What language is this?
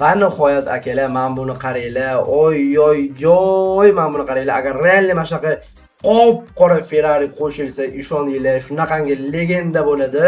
Uzbek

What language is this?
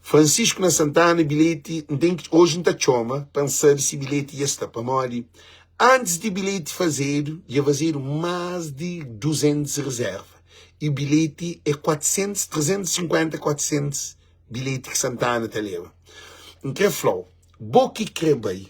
Kabuverdianu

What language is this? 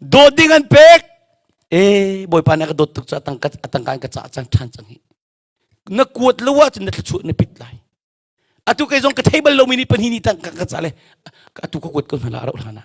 Hakha Chin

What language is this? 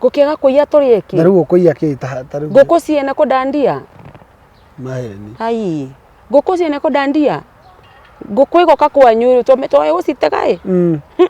Kikuyu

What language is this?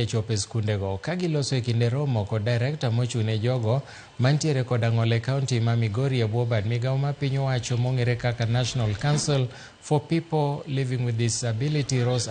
Luo (Kenya and Tanzania)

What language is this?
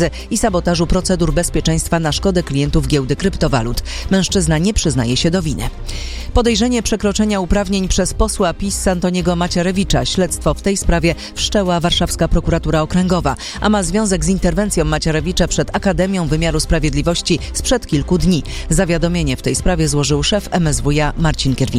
Polish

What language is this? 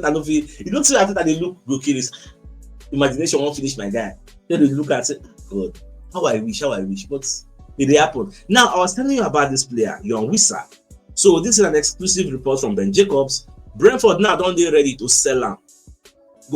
Nigerian Pidgin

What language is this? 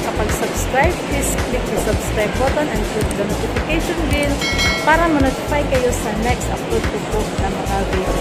Filipino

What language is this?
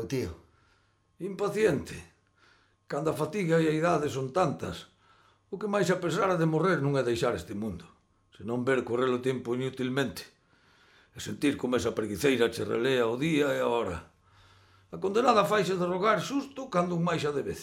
Galician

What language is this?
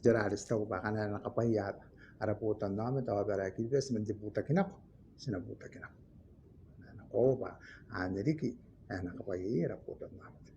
Gilbertese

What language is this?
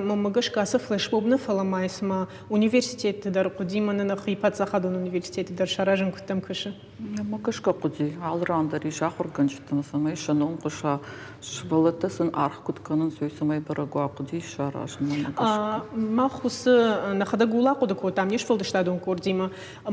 Ossetic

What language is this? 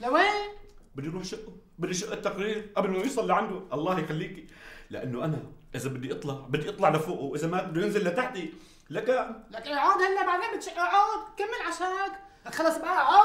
North Levantine Arabic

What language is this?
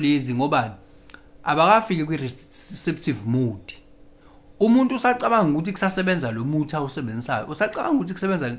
Zulu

